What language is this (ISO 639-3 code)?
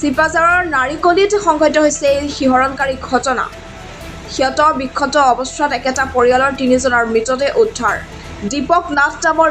asm